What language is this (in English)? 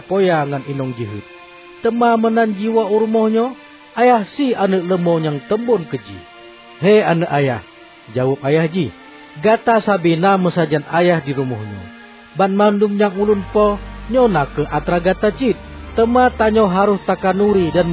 Achinese